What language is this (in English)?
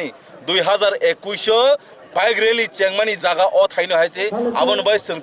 Kok Borok